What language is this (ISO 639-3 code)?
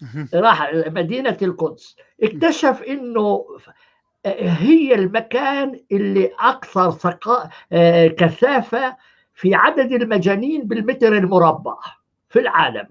apc